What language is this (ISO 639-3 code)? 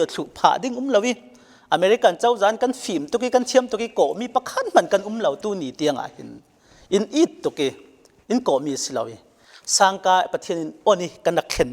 cfm